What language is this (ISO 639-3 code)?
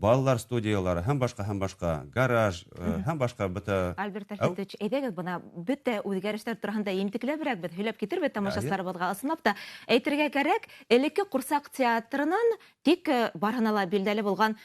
bak